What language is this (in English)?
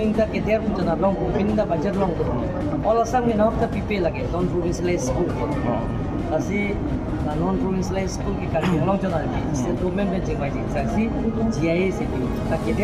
Karbi